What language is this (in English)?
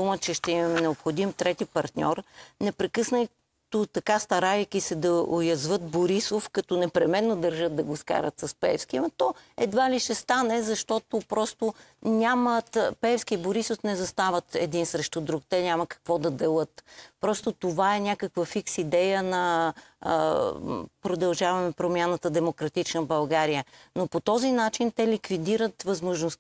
Bulgarian